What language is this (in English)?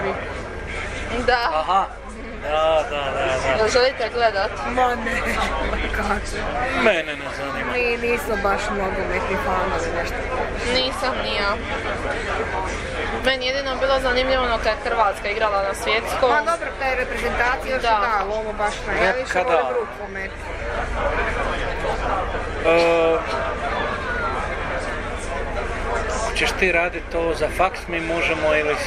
Croatian